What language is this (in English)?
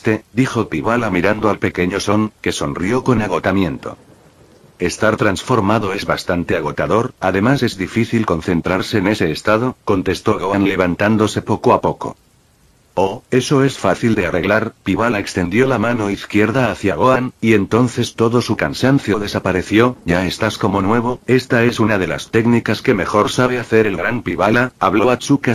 Spanish